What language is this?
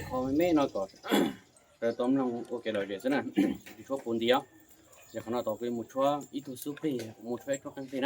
Hmong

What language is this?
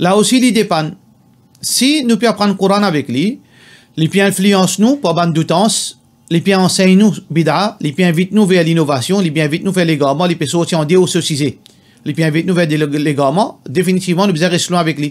Morisyen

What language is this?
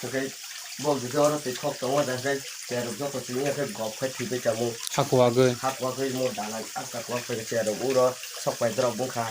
Kok Borok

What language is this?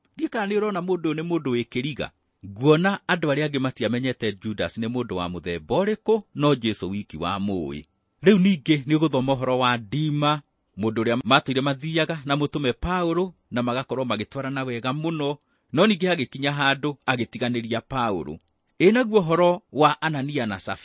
Kikuyu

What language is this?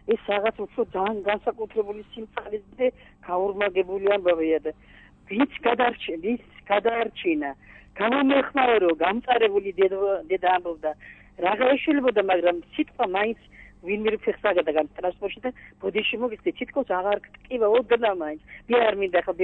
Georgian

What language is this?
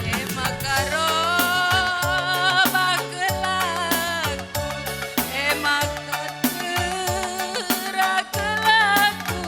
Batak Karo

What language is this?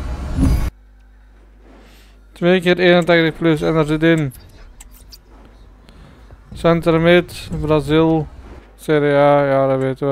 Dutch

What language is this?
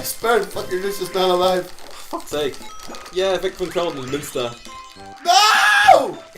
Faroese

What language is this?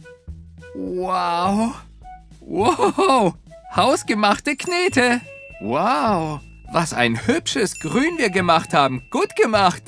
German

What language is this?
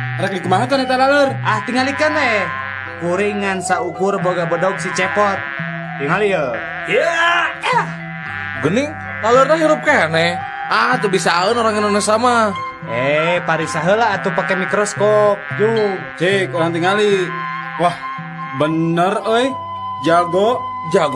Sundanese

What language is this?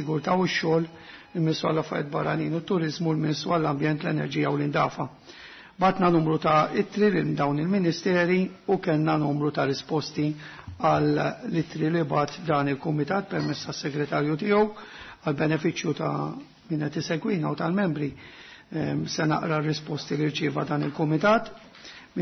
Maltese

